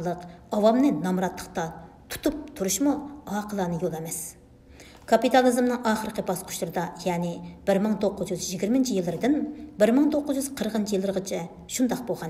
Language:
Uyghur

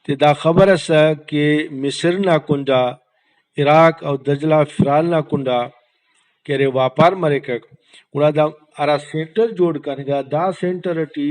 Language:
Brahui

